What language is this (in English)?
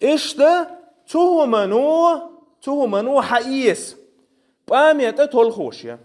Chechen